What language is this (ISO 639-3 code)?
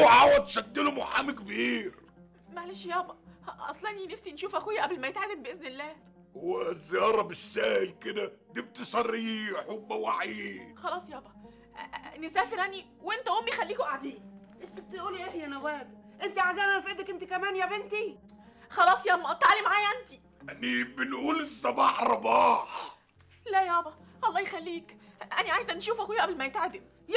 arz